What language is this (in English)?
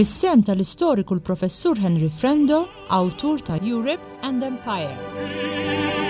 Maltese